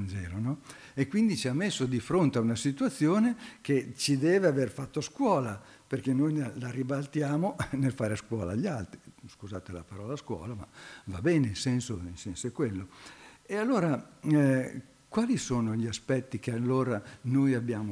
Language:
Italian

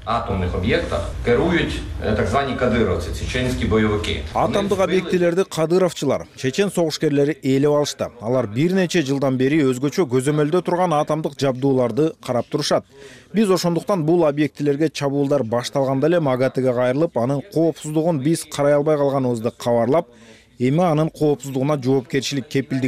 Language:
Kyrgyz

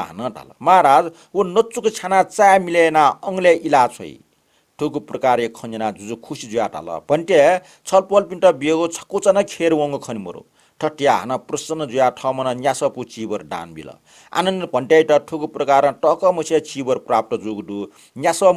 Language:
Newari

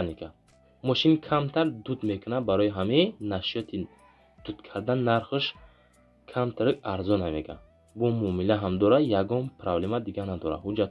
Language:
Tajik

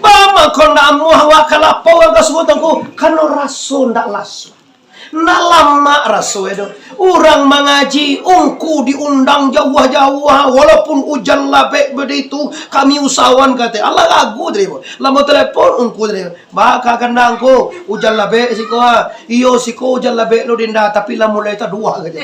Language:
Minangkabau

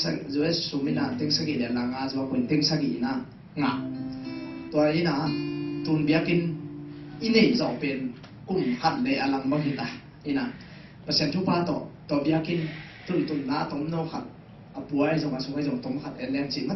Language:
Tedim Chin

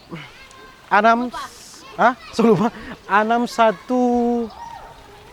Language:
Manado Malay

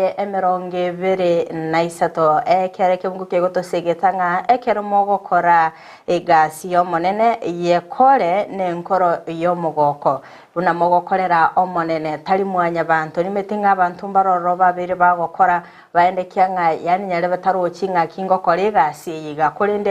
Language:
Gusii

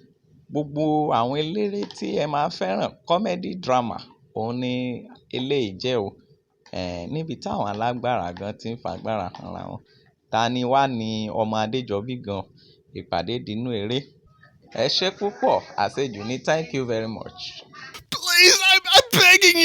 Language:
Yoruba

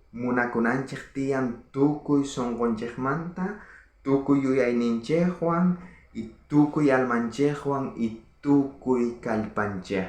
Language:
South Bolivian Quechua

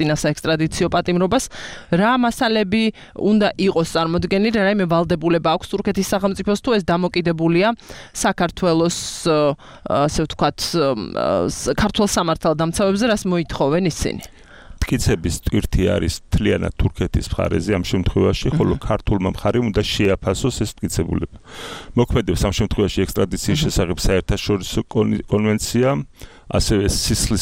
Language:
Georgian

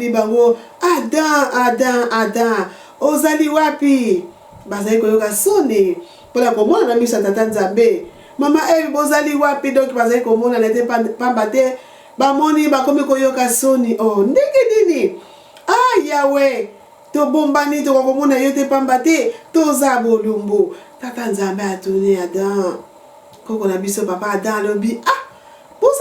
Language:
Lingala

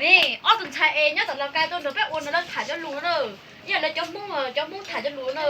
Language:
Hmong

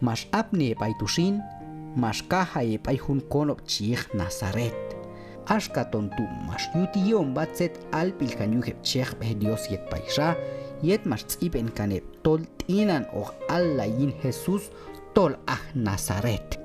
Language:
Q'anjob'al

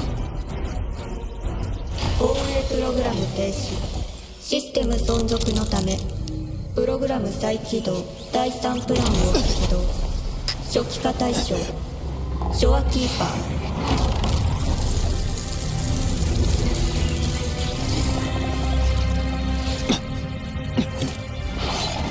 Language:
Japanese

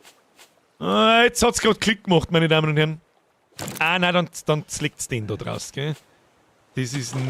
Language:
Bavarian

